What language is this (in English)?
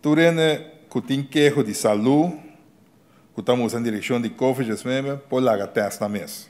Papiamento